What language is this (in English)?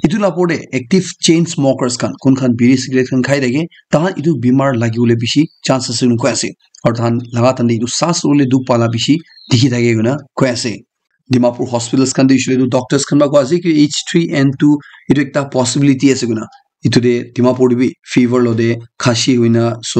Naga Pidgin